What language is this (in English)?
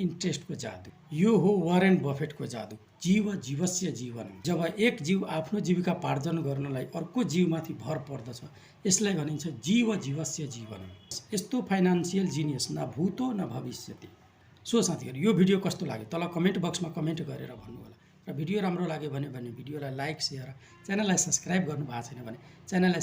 Nepali